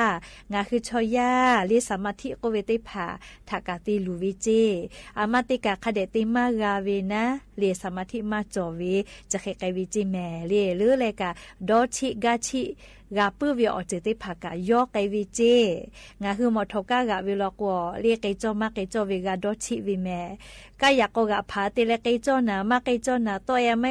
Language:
Lahu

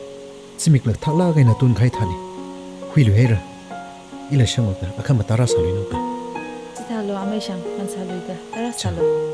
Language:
Tangkhul Naga (India)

